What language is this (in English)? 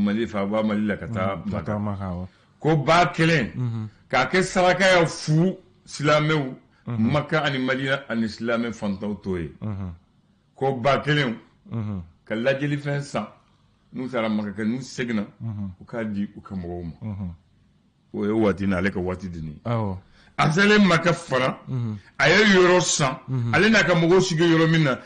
Bambara